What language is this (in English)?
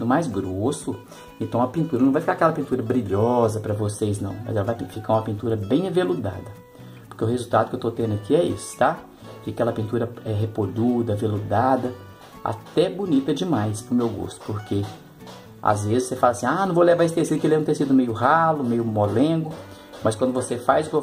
Portuguese